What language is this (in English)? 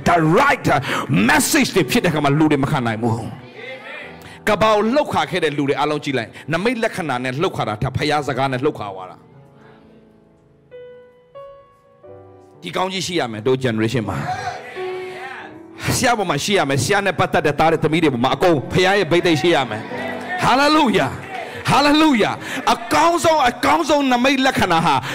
Burmese